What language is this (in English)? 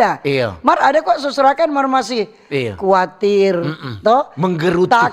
Manado Malay